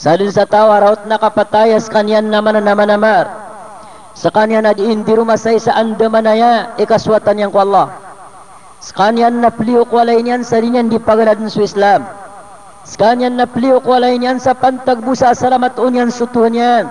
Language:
Maranao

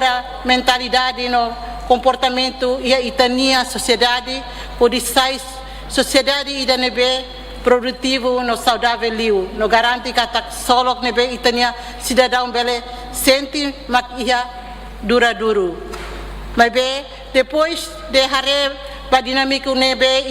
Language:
Tetum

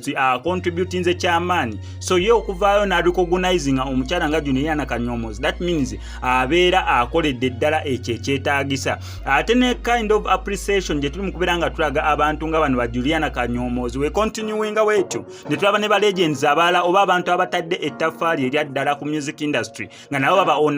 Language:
Ganda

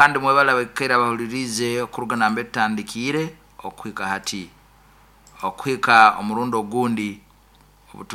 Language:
Nyoro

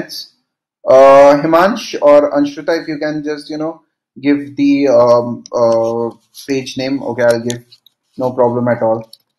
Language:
English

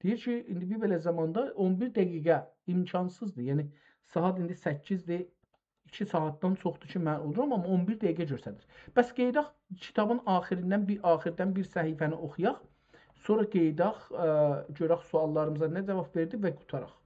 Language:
South Azerbaijani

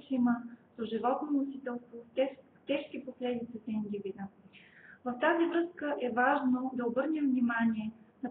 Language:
Bulgarian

